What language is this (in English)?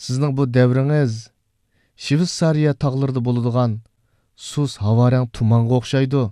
Uyghur